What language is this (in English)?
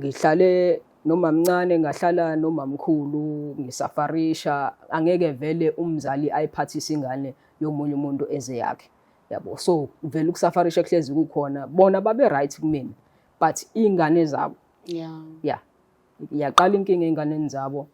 Zulu